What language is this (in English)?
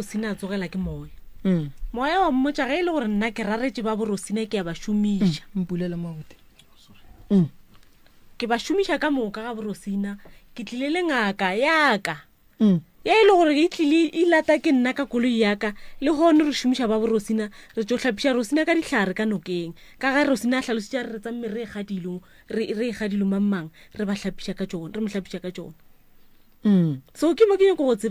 Northern Sotho